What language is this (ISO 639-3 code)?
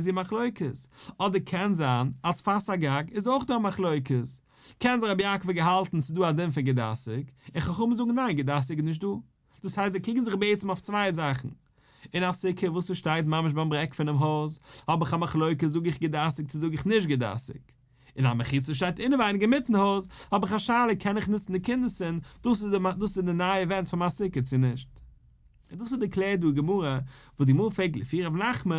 yid